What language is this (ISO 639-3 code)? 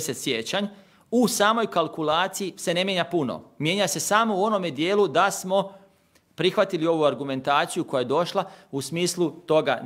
hrv